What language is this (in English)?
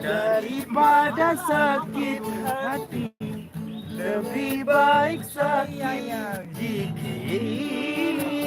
Sasak